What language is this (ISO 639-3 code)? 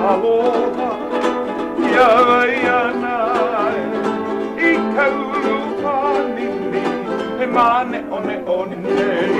haw